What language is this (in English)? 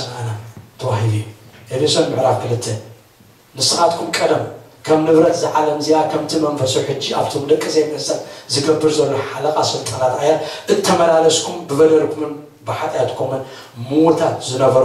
Tigrinya